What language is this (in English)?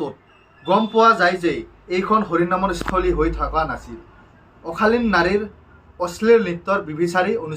Assamese